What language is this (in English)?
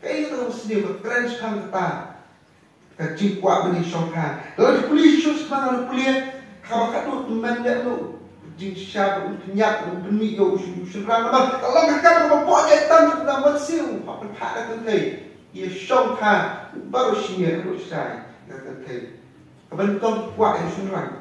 Khasi